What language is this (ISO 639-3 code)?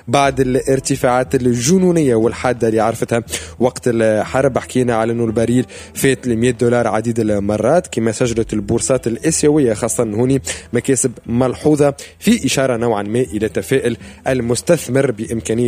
aeb